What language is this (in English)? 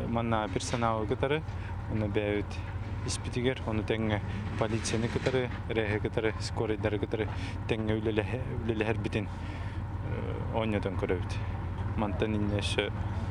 Yakut